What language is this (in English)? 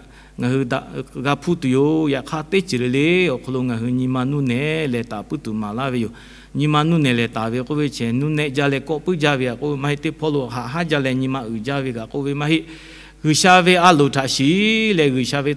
Lahu